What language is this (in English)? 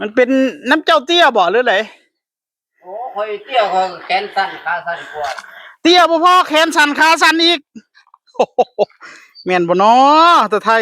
Northeastern Thai